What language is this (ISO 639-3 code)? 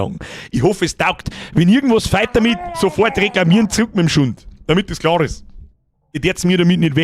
bar